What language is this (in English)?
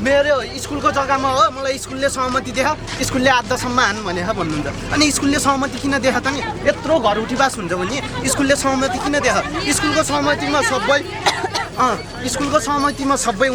Nepali